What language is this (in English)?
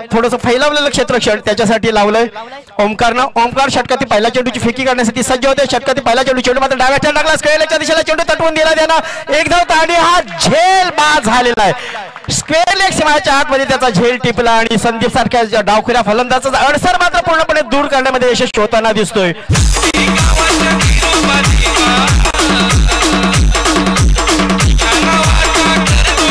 Marathi